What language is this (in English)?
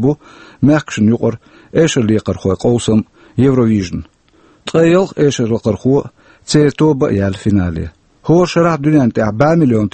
Chechen